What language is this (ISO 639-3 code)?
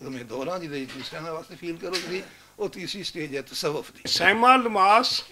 lah